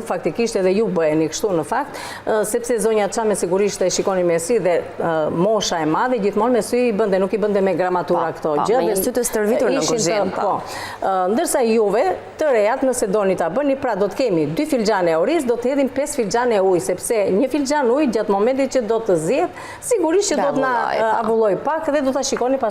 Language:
Albanian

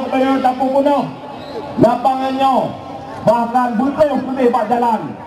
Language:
Achinese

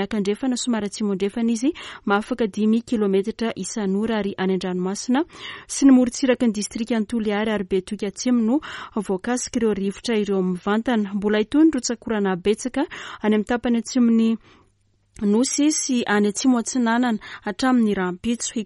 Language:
Malagasy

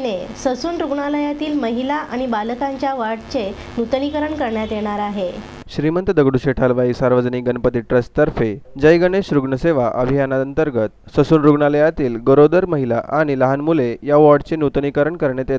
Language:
Marathi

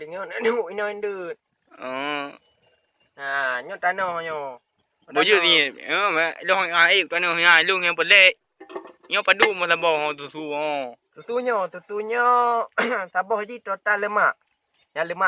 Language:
Achinese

